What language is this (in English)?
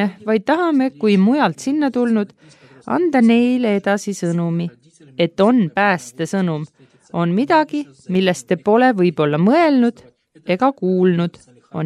Estonian